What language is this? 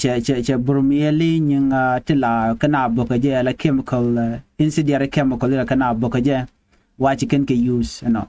Nuer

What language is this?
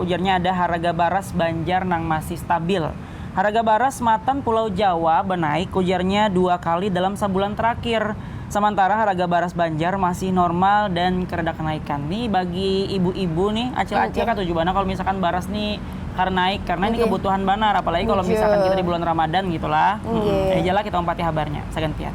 Banjar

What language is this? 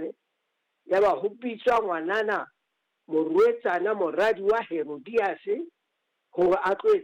Southern Sotho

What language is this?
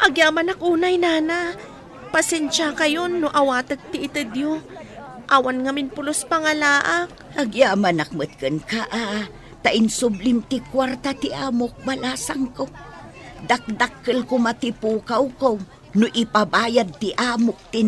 Iloko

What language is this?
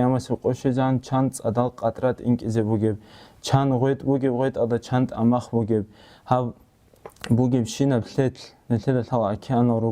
Avaric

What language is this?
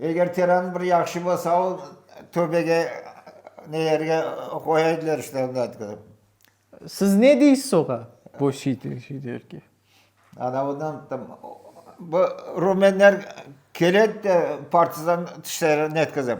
Crimean Tatar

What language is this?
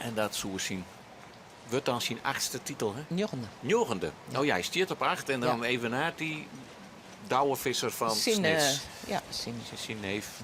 Western Frisian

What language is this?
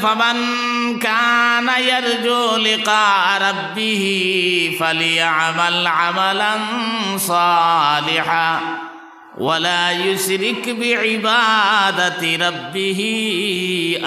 Sylheti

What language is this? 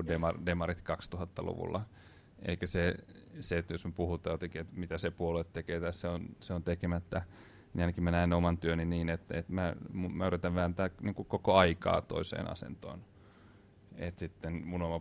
Finnish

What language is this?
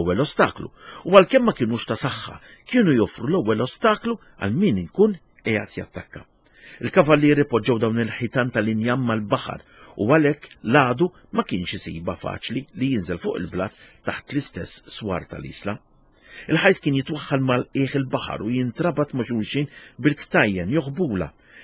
Maltese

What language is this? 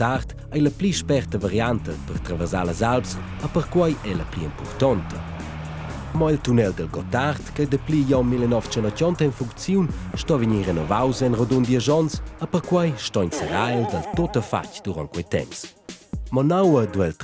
Romansh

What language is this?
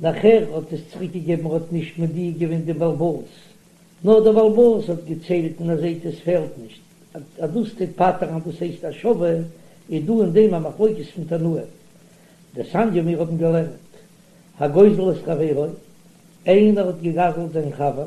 Yiddish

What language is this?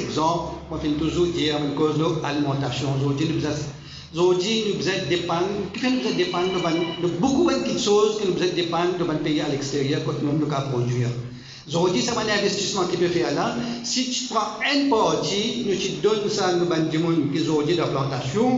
Morisyen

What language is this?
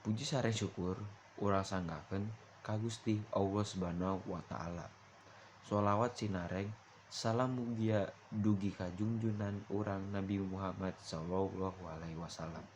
Sundanese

